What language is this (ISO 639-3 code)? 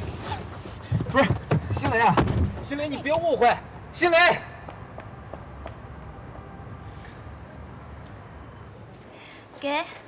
zho